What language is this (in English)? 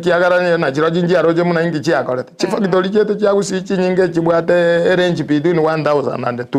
Gusii